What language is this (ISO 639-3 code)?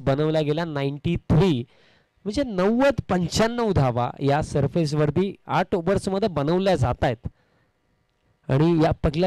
mar